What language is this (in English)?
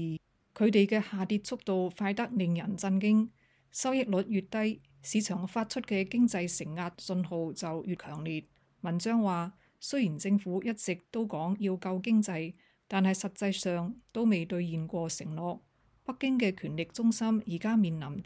Cantonese